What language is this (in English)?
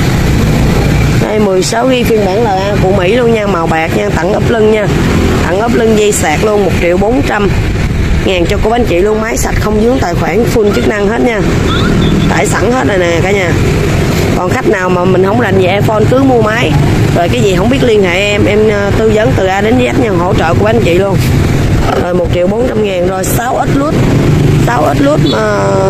Vietnamese